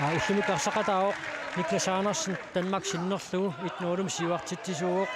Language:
Kalaallisut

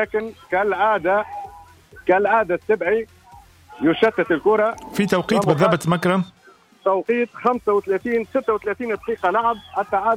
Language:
Tunisian Arabic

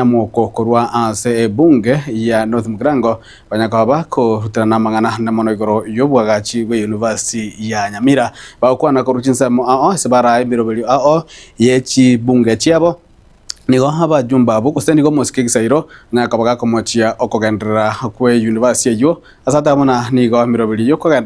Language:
Gusii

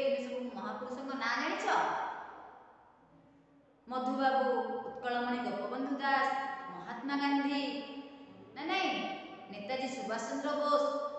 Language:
Odia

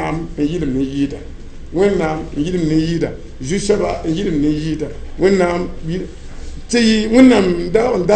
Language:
Mossi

